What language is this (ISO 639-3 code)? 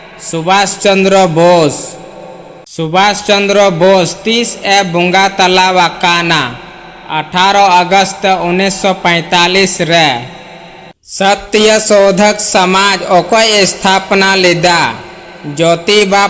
sat